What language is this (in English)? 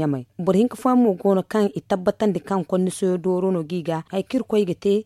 Zarma